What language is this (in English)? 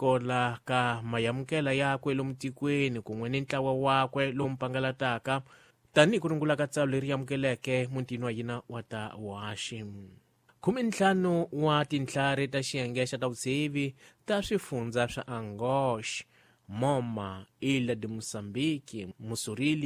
Tsonga